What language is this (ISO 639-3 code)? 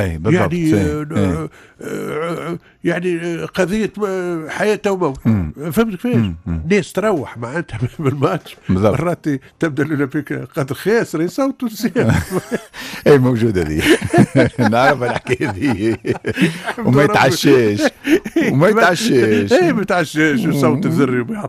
aeb